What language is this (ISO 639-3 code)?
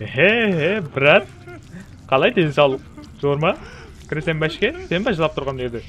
kaa